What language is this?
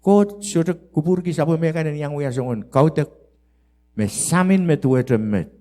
Pohnpeian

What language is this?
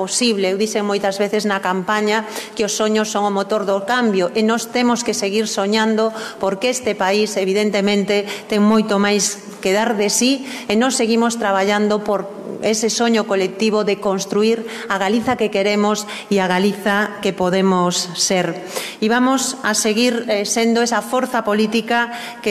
Galician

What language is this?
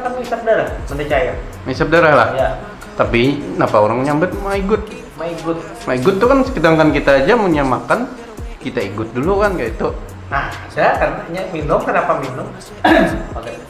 Banjar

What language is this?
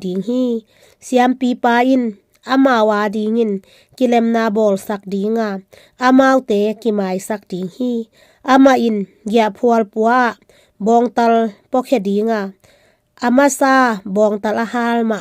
Tedim Chin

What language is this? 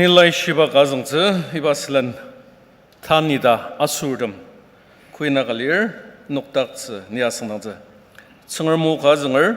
Ao Naga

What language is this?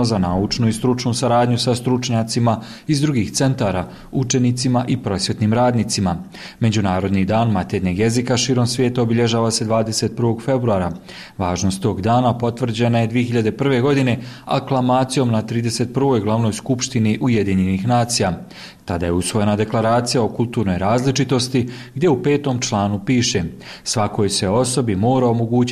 Bosnian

